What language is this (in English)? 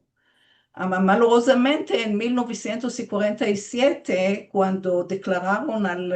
Ladino